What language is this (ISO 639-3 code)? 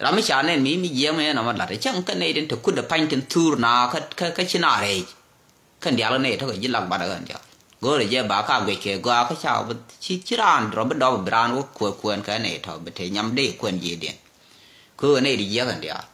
nus